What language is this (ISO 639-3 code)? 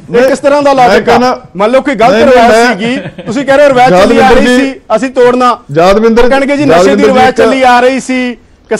pan